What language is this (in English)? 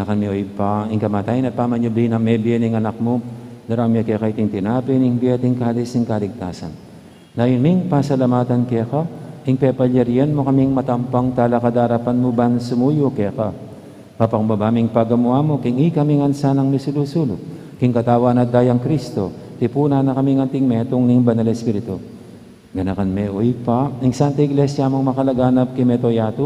Pampanga